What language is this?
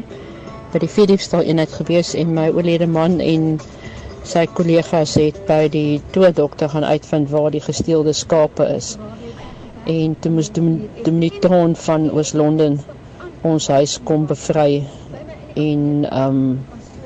Afrikaans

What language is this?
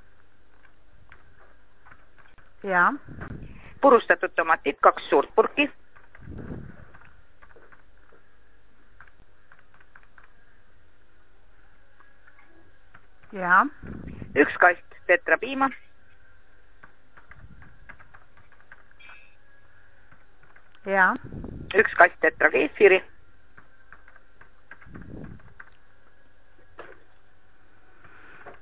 Estonian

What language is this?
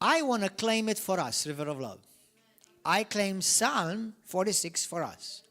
English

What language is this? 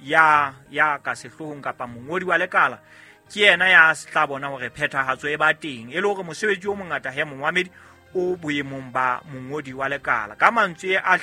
Southern Sotho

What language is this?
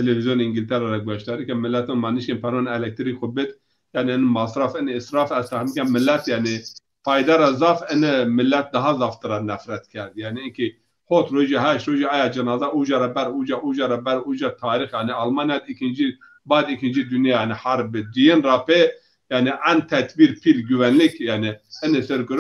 Zaza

